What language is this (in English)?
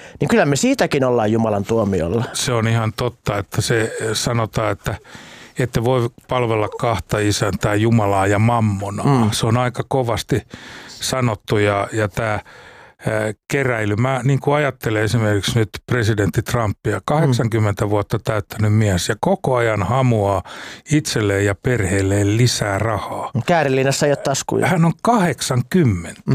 Finnish